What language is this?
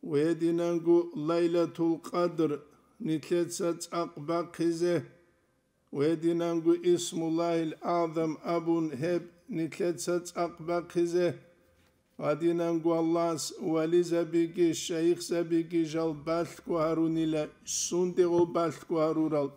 Avaric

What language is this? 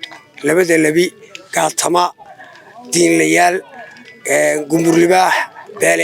Somali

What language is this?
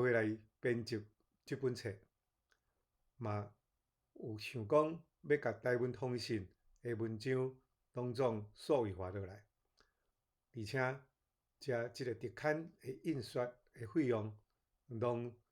Min Nan Chinese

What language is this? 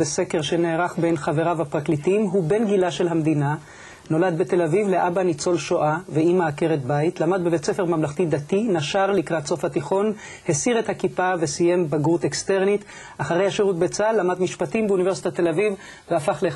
Hebrew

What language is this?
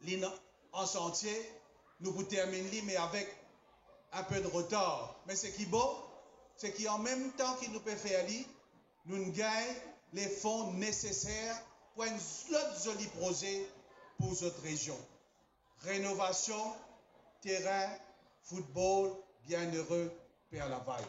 Morisyen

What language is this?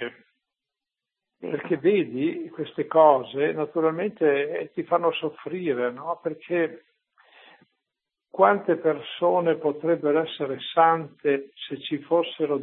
Italian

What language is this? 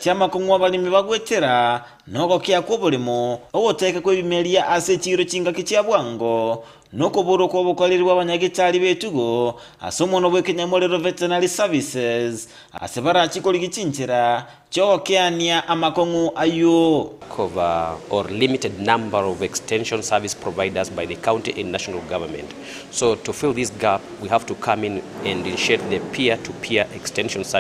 Gusii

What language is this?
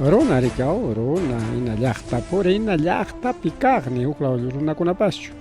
Ayacucho Quechua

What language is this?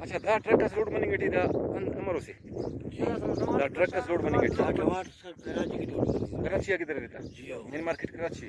Brahui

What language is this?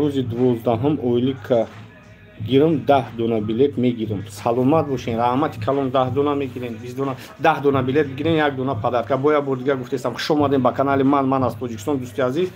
Tajik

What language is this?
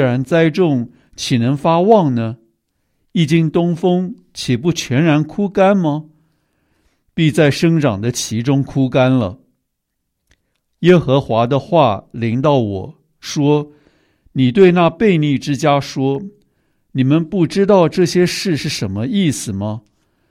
Chinese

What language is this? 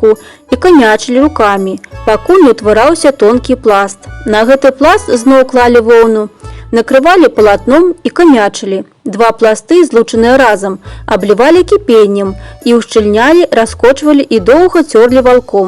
Belarusian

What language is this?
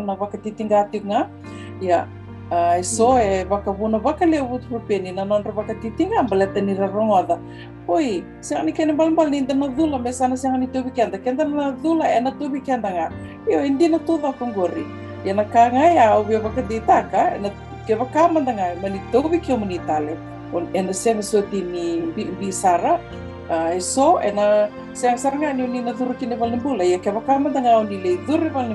Fijian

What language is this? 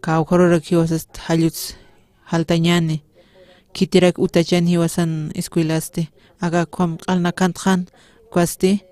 Aymara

